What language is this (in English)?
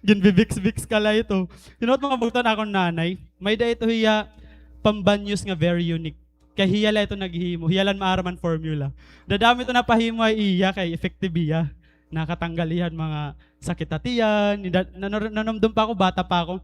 Waray